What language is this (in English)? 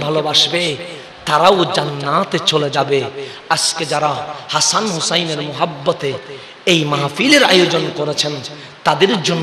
Bangla